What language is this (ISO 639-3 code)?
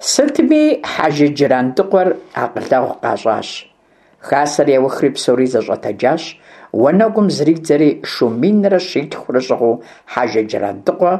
kbd